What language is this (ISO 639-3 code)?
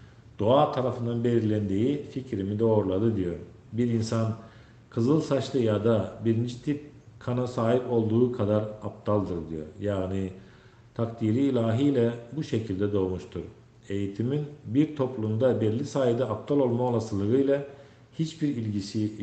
tuk